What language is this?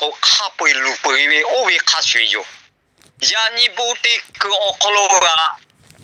Lahu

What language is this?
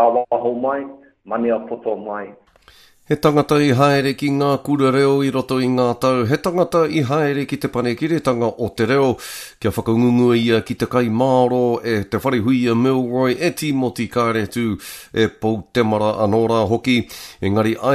Māori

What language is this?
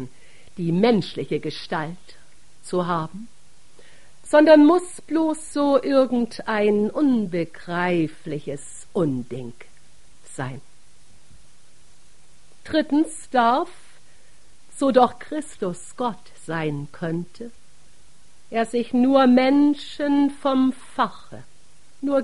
German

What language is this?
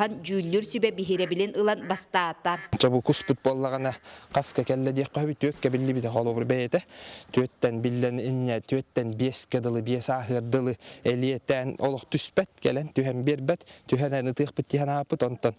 Yakut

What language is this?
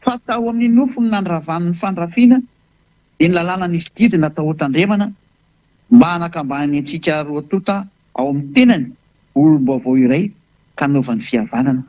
Malagasy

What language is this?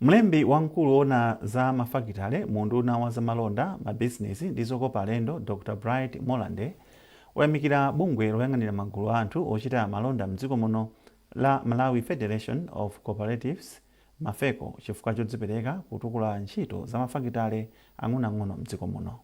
Nyanja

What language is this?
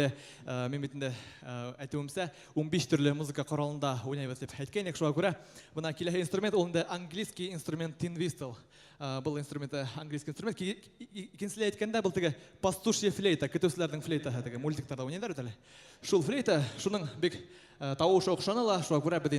Bashkir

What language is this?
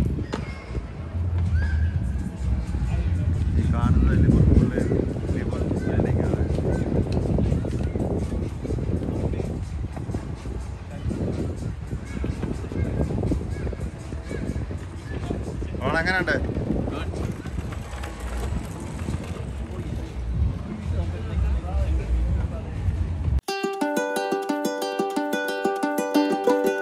Malayalam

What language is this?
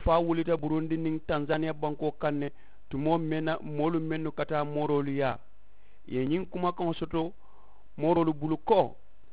Mandingo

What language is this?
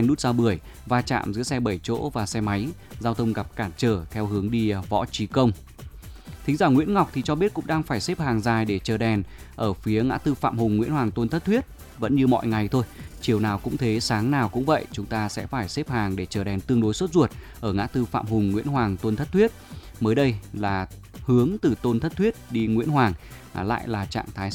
Vietnamese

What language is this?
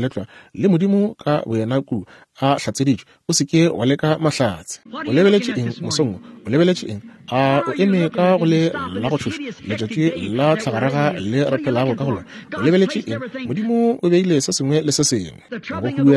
Northern Sotho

